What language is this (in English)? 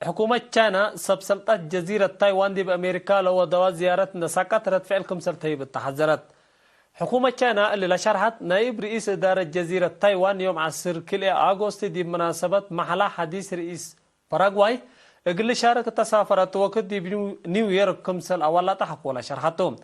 Tigre